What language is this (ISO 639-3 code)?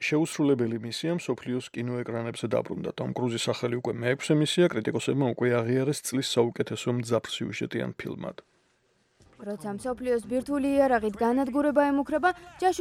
kat